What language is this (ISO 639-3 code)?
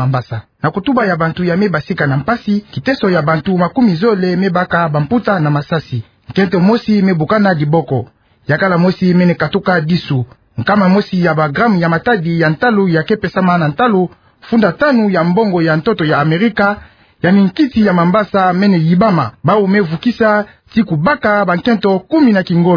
ktu